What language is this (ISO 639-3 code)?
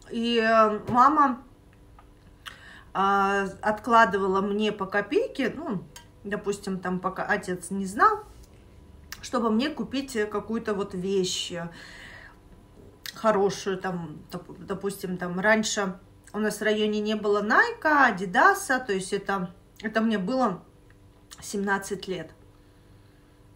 rus